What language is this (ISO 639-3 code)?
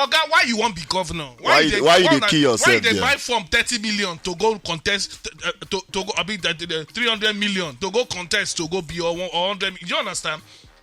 pcm